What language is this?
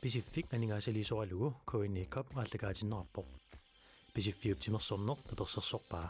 Kalaallisut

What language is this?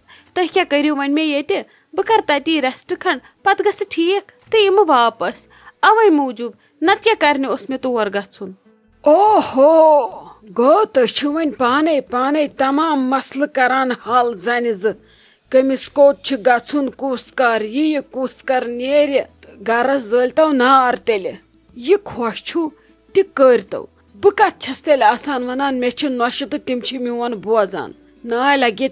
Kashmiri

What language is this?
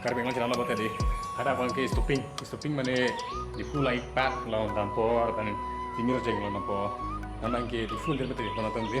Karbi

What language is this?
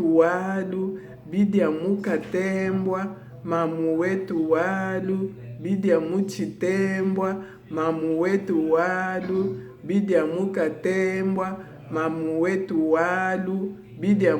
Luba-Lulua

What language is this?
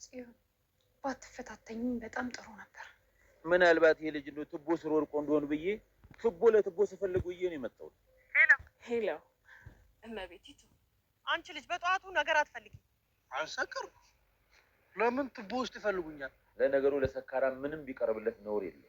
Amharic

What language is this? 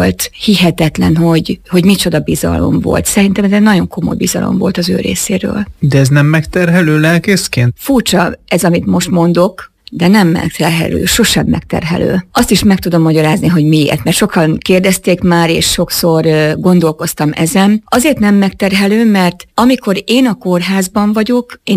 Hungarian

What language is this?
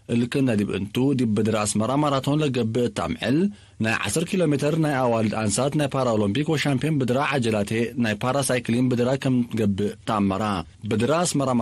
Tigre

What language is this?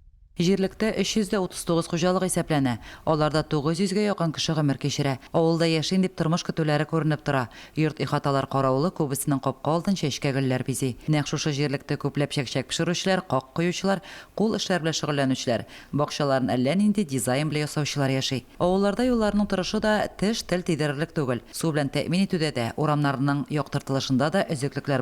Tatar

